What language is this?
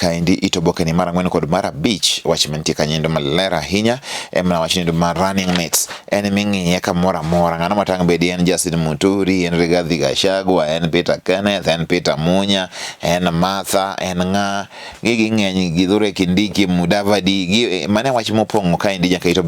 Luo (Kenya and Tanzania)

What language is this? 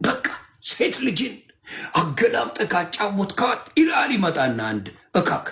Amharic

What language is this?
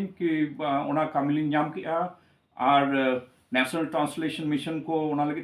Santali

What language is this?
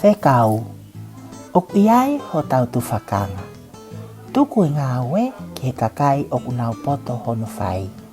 Tongan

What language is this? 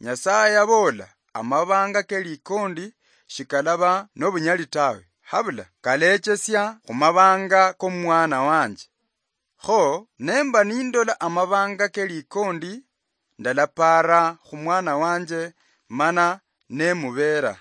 Luyia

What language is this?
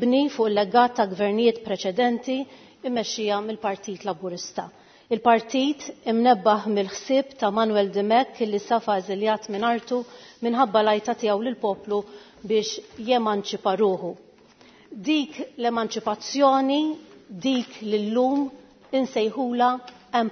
Maltese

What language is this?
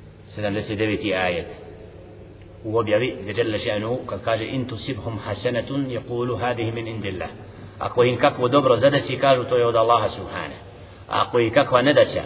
Bosnian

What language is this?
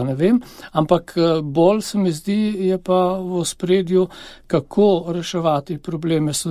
Slovenian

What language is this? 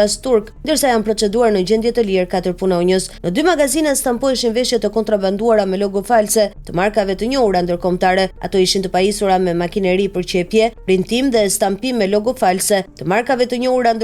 Albanian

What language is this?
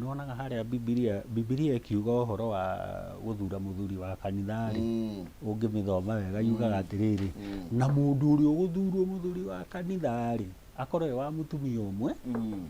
Kikuyu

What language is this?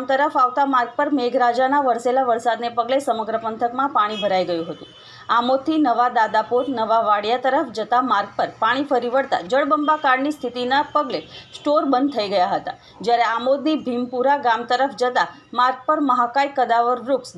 Gujarati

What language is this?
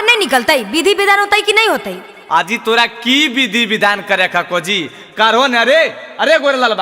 Magahi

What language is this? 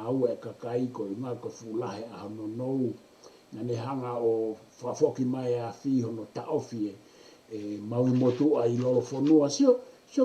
Tongan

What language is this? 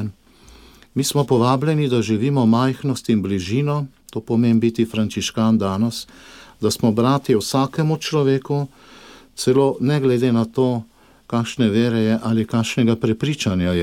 Slovenian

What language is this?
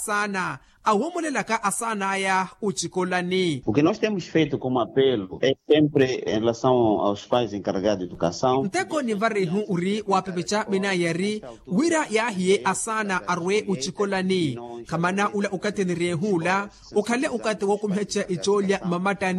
Makhuwa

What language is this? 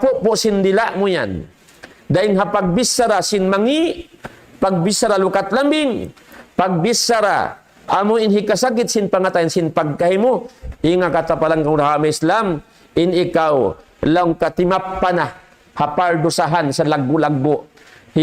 Tausug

